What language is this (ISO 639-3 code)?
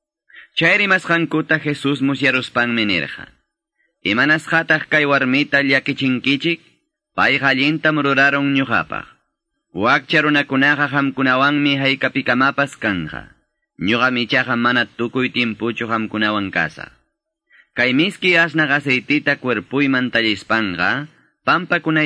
que